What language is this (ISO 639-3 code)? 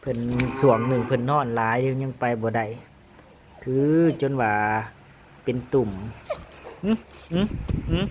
tts